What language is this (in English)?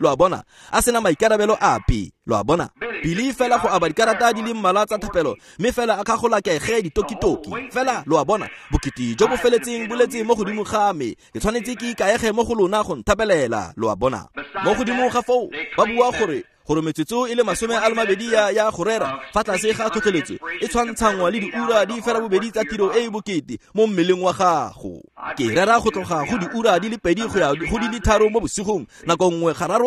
Tswana